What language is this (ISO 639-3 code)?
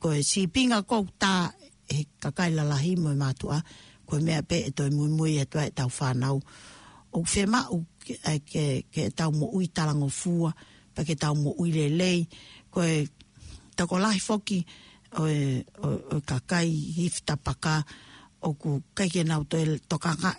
ton